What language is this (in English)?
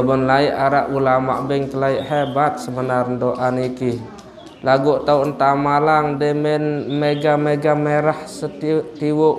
Sasak